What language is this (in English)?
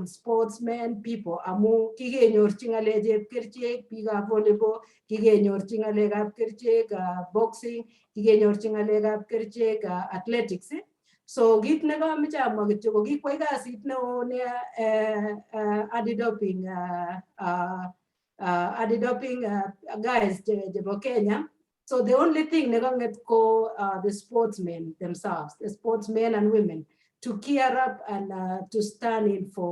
Kalenjin